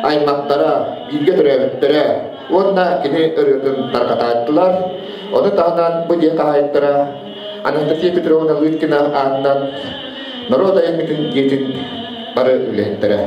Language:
Yakut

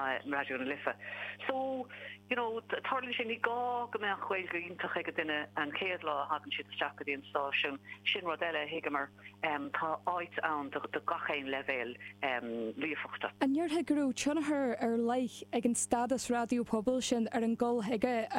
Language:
Irish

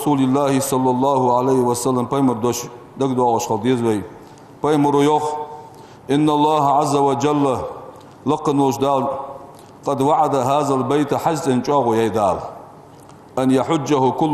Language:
Ingush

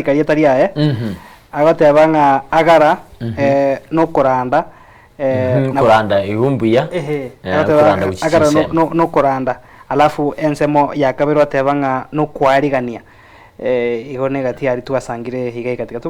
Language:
Gusii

